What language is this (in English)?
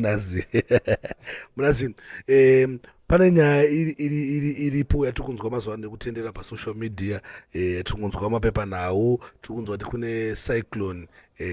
Shona